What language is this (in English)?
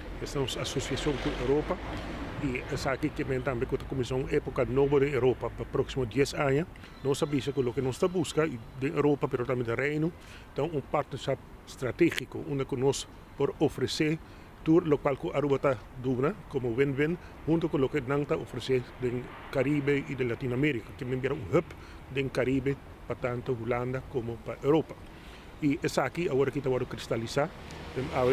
Papiamento